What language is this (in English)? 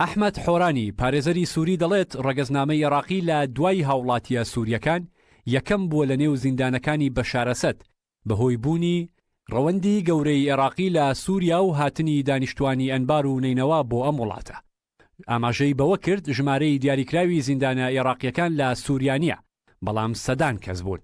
Central Kurdish